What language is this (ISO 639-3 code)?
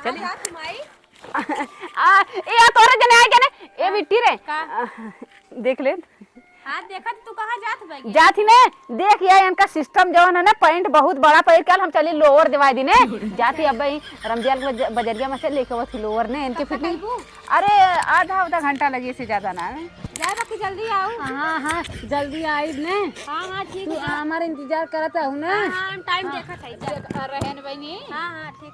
awa